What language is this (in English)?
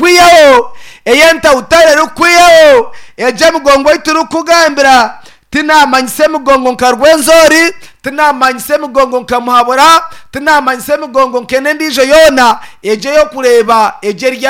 Nyankole